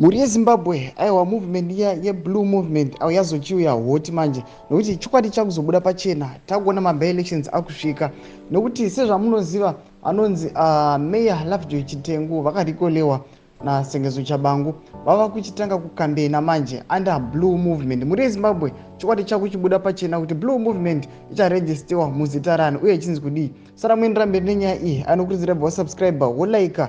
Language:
Shona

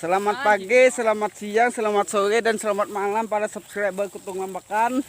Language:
Banjar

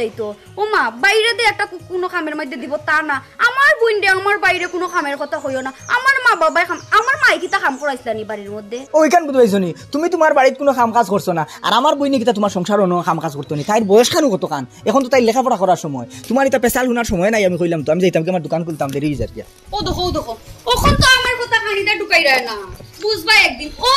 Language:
Sylheti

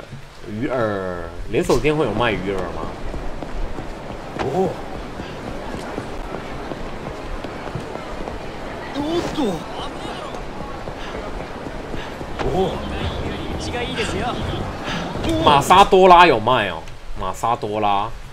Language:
Chinese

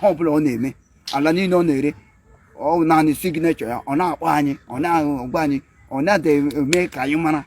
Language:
Igbo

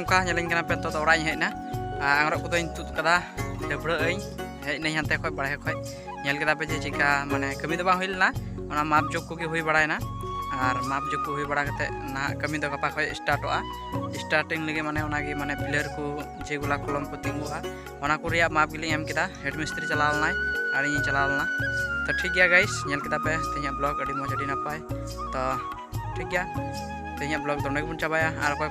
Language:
Santali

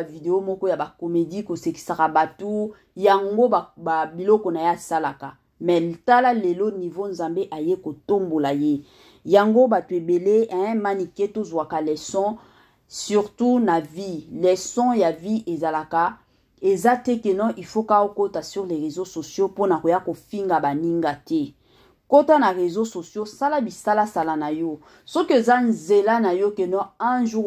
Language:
Lingala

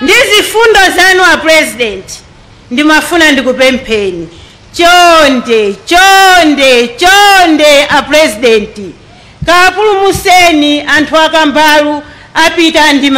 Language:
Nyanja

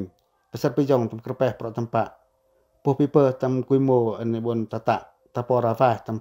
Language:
Pacoh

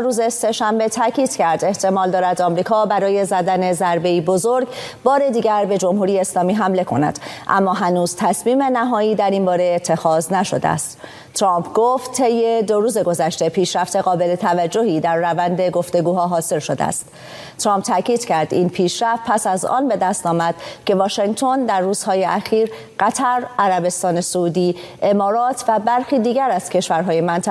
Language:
Persian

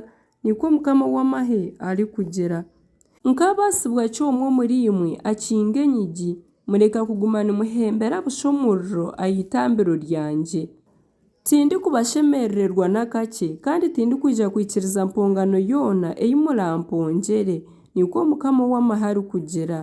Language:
Nyankole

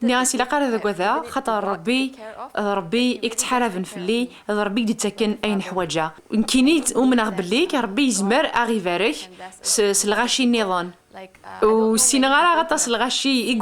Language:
Kabyle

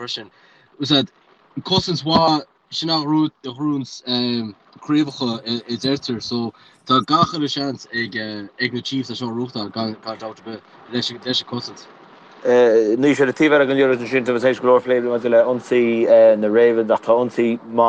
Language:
Irish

